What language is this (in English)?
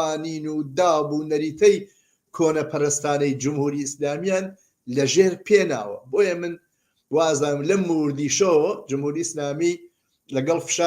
Central Kurdish